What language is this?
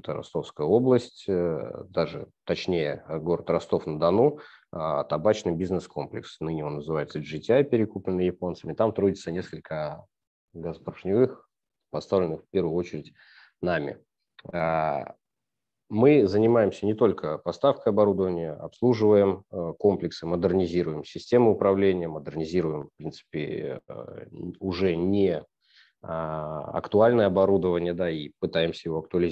Russian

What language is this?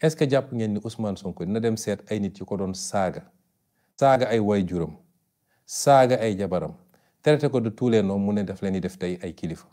Wolof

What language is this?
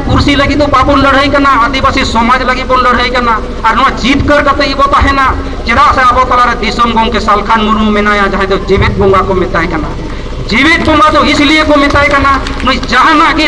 Santali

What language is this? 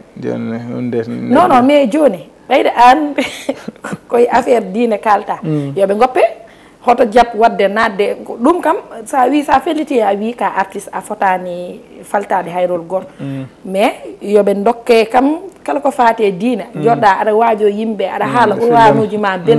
Fula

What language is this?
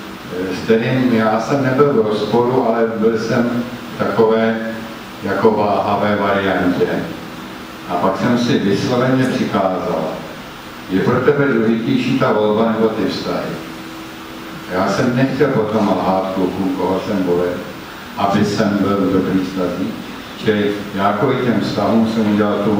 Czech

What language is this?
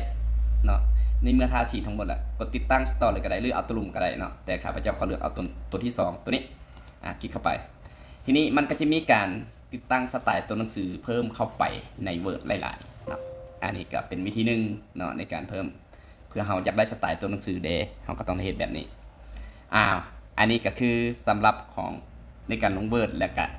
Lao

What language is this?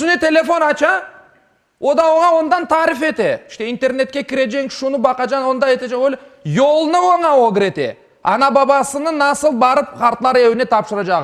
Crimean Tatar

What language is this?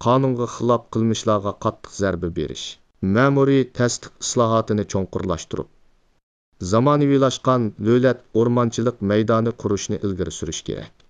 Uyghur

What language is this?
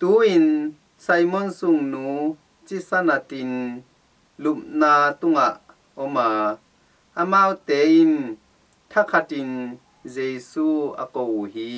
Tedim Chin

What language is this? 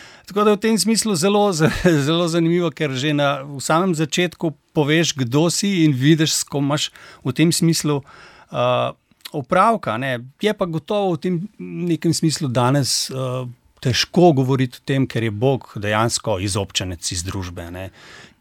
Slovenian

